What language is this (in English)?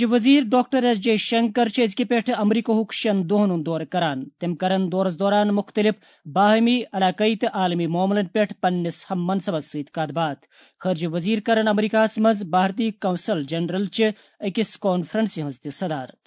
Kashmiri